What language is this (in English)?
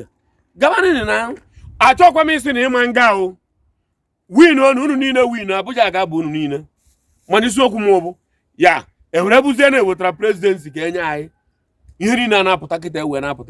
Igbo